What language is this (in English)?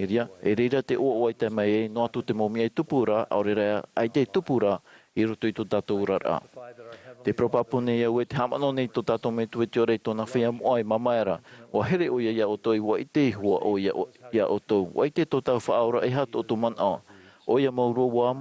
Tahitian